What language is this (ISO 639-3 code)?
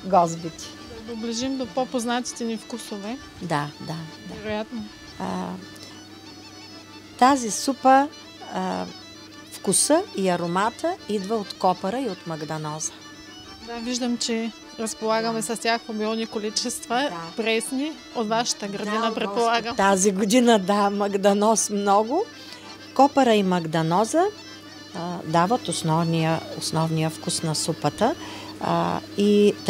bul